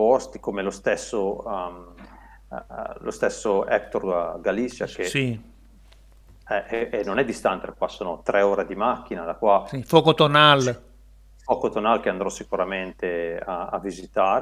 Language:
Italian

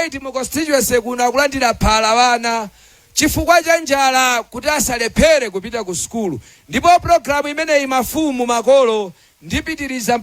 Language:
Nyanja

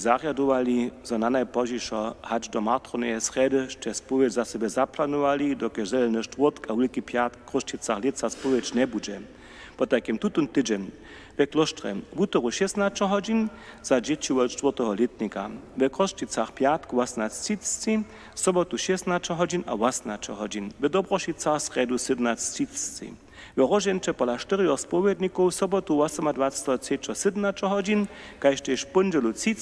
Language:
Upper Sorbian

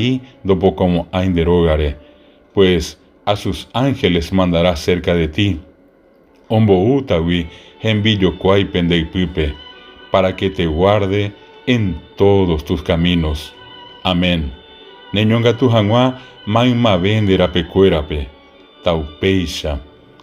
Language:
Guarani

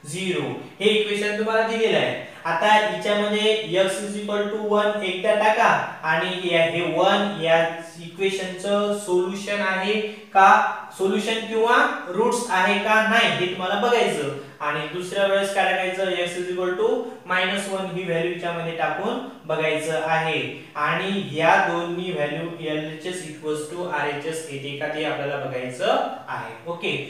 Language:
Marathi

